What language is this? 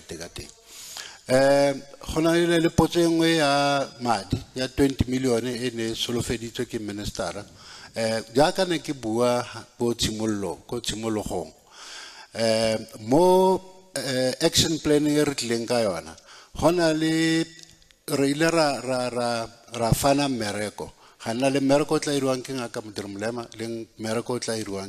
Tswana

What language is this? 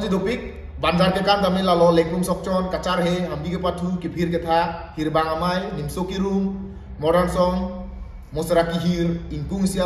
Karbi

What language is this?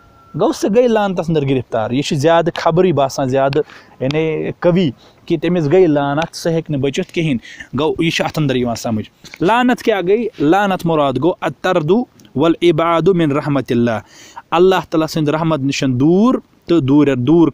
Kashmiri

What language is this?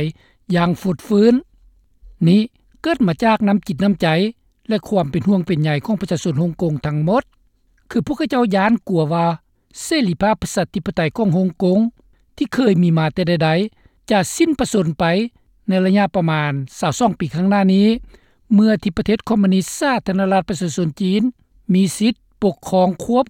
Lao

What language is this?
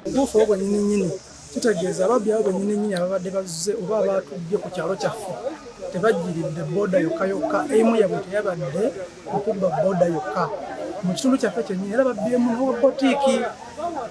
Ganda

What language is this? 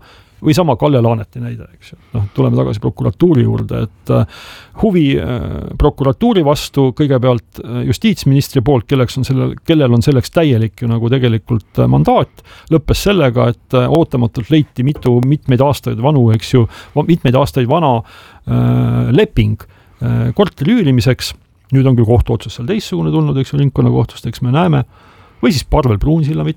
Estonian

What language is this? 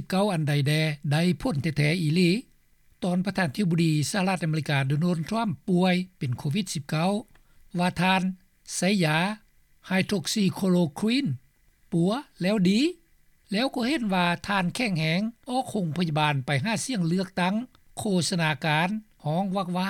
Lao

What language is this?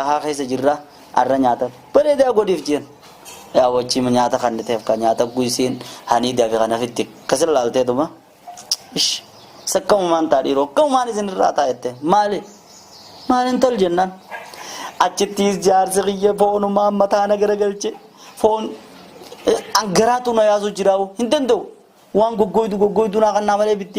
Oromo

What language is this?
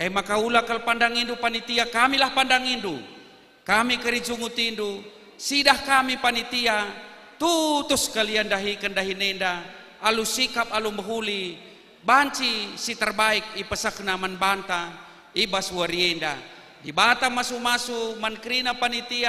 Batak Karo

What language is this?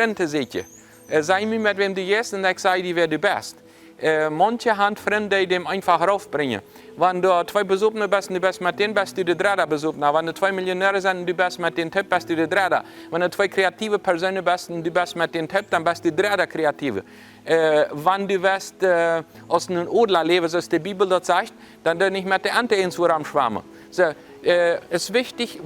Plautdietsch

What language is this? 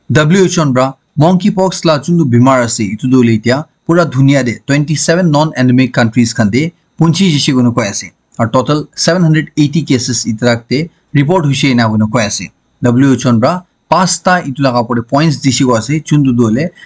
Naga Pidgin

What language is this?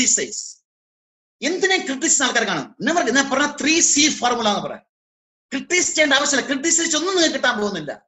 Malayalam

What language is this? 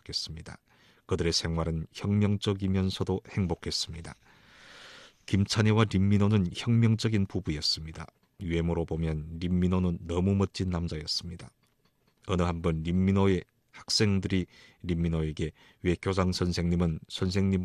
Korean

